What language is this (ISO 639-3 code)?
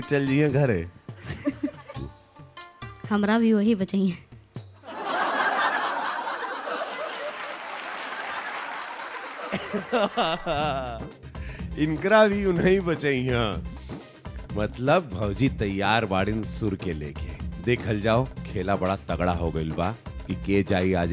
bho